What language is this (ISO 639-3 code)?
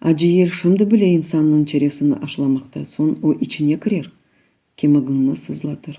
crh